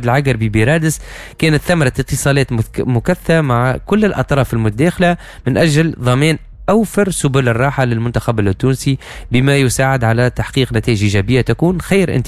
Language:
Tunisian Arabic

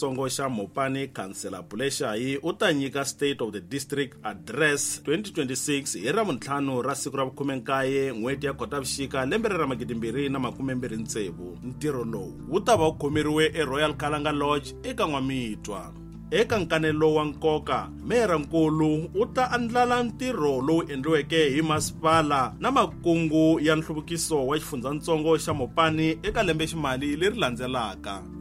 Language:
Tsonga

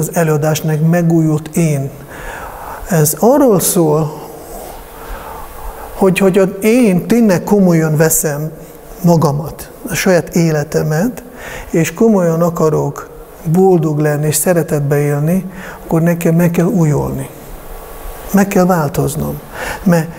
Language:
Hungarian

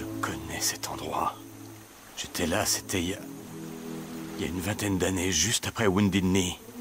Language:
French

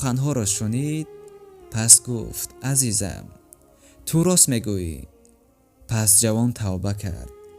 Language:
Tajik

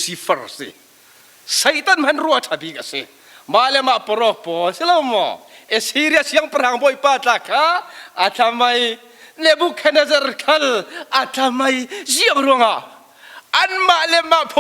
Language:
Falam Chin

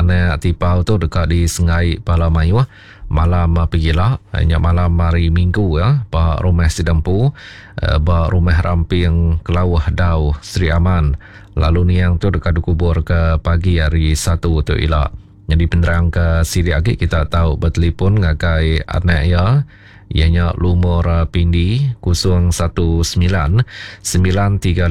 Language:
Iban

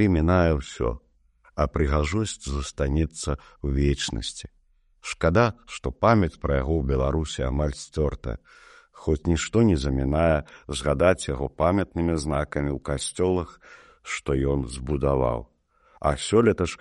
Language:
Belarusian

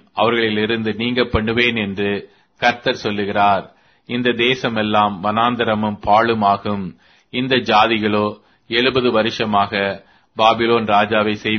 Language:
Tamil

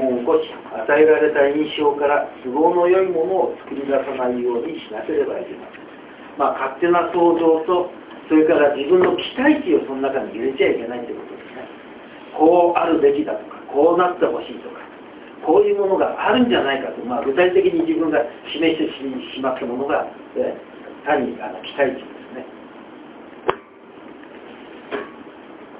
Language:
Japanese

